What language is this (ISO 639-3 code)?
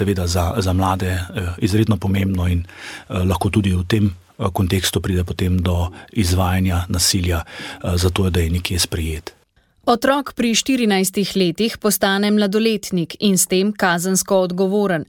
slv